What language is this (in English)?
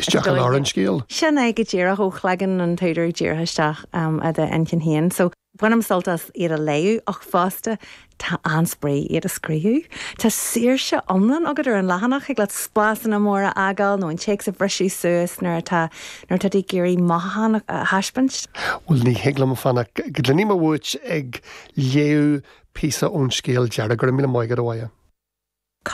Irish